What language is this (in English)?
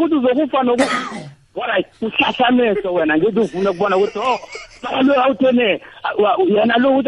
South Ndebele